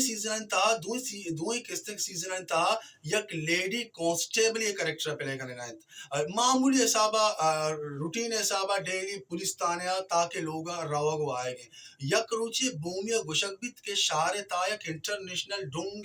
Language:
Baluchi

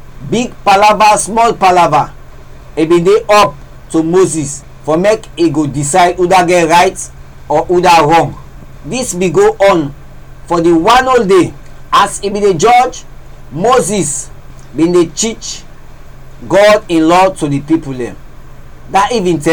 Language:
Krio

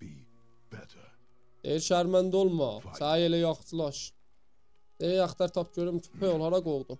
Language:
South Azerbaijani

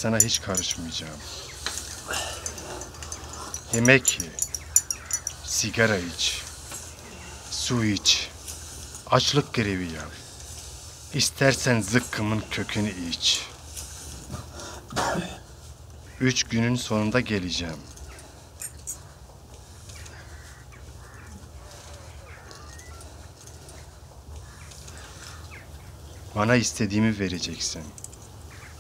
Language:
Turkish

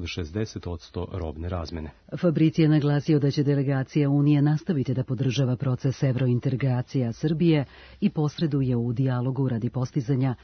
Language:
Serbian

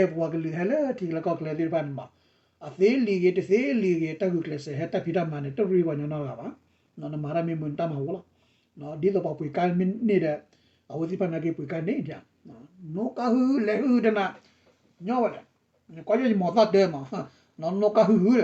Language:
S'gaw Karen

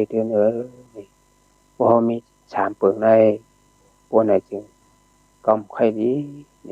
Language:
Shan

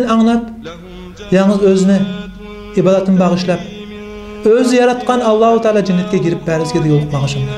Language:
Kumyk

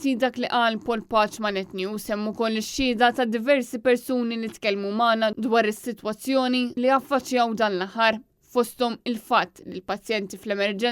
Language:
Maltese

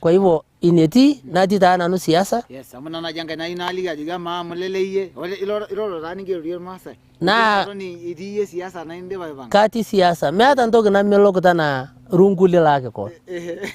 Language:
Masai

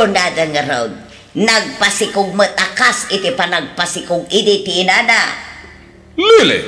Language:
Iloko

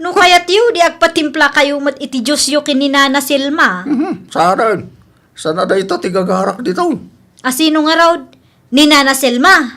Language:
Iloko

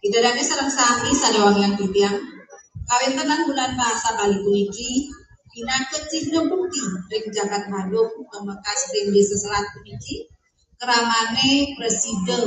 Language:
Balinese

